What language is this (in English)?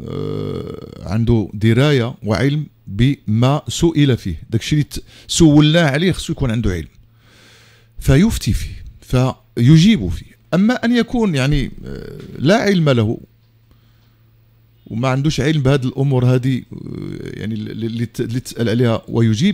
Moroccan Arabic